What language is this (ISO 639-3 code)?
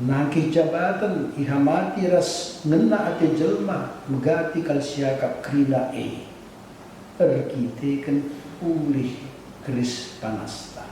btx